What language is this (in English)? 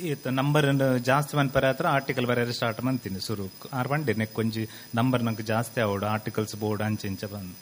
Tulu